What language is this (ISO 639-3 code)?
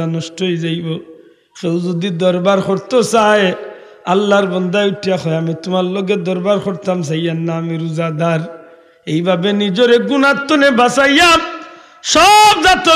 syl